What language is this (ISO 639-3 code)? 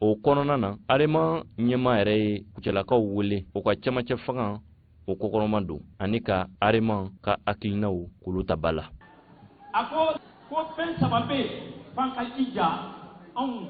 bam